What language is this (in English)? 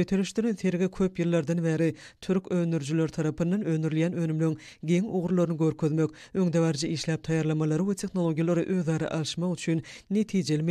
Turkmen